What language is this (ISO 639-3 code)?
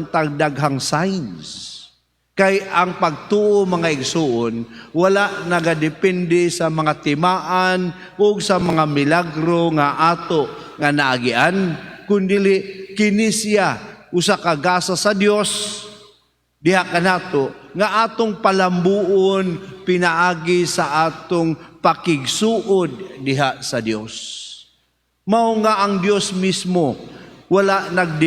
ceb